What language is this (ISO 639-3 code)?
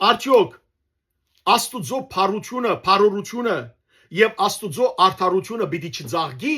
hyw